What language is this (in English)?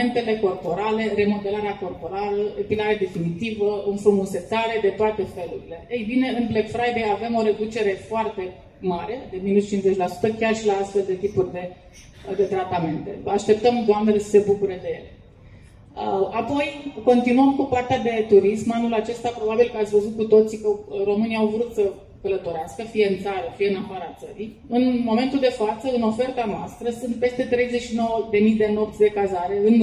Romanian